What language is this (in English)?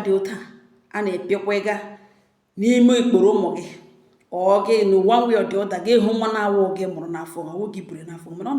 Igbo